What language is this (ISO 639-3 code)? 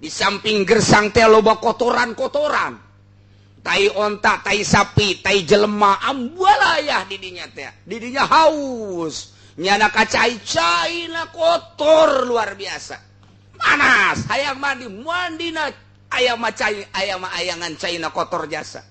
sun